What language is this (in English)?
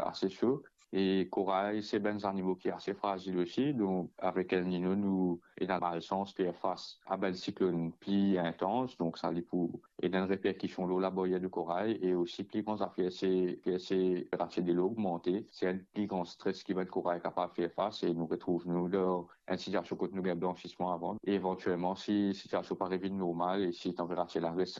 Morisyen